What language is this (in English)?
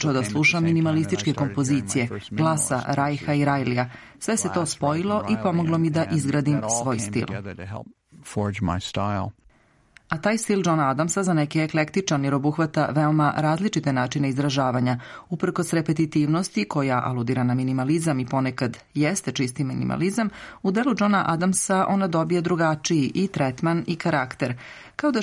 Serbian